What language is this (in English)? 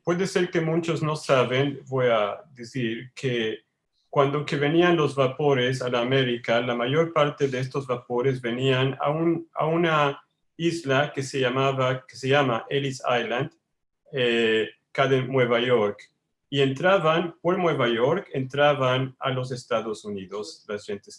Ladino